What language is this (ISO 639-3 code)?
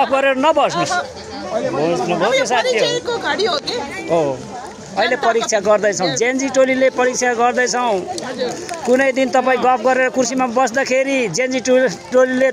nep